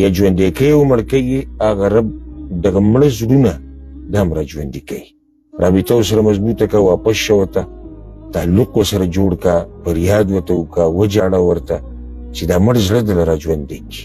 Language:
Pashto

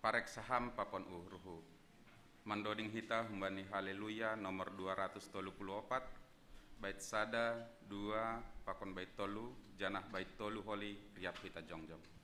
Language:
Batak Simalungun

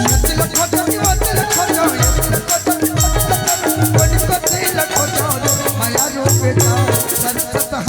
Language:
Chhattisgarhi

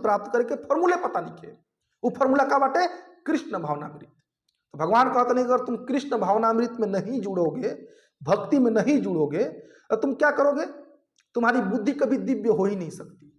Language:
Bhojpuri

